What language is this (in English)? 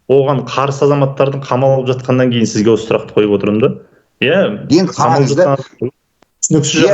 Kazakh